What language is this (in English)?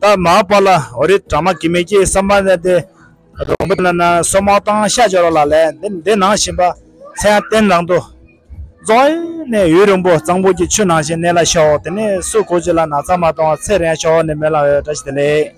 Tibetan